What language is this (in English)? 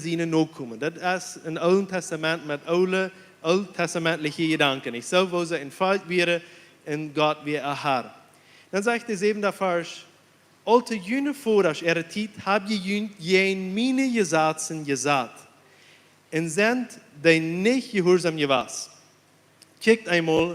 Plautdietsch